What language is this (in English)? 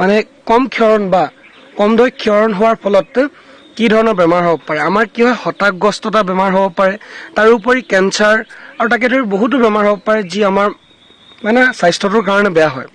Assamese